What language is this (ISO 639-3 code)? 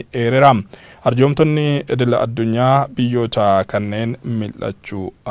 orm